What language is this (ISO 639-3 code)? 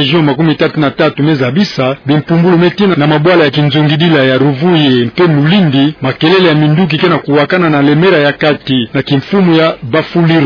ktu